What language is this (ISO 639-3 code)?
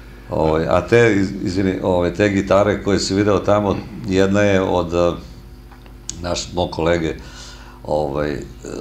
srp